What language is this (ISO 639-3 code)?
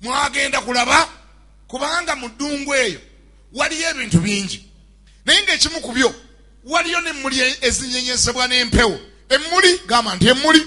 lug